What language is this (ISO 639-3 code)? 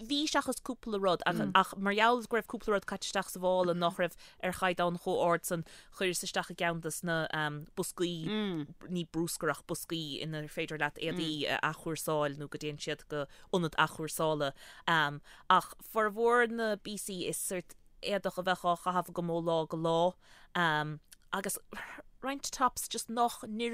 gle